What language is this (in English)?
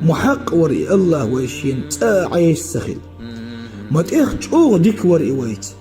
Chechen